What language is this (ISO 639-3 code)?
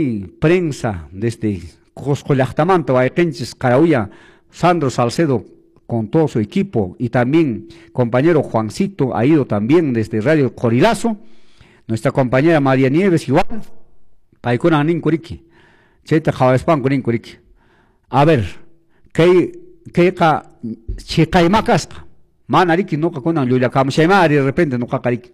que